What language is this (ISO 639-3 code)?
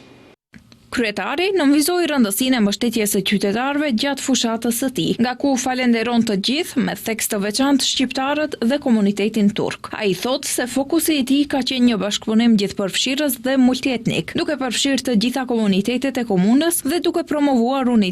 sqi